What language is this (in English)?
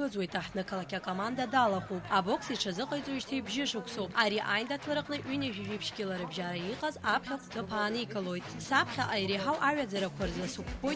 Abkhazian